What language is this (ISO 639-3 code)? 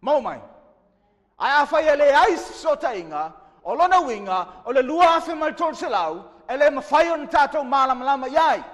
smo